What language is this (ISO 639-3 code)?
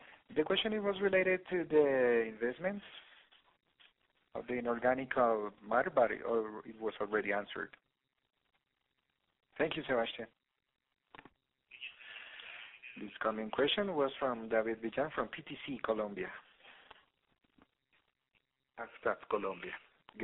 eng